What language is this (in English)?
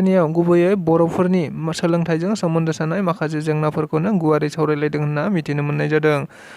Bodo